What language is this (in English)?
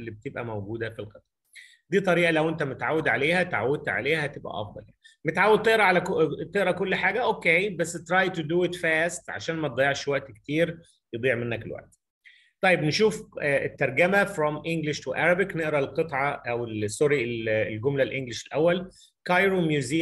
Egyptian Arabic